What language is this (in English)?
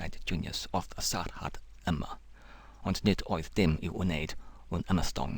Welsh